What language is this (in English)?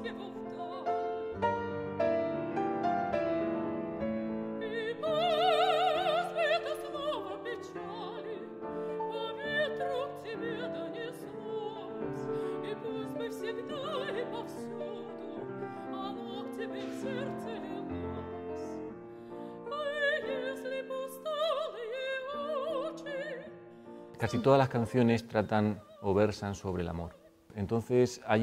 Spanish